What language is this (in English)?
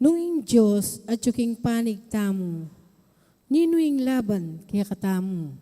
Pampanga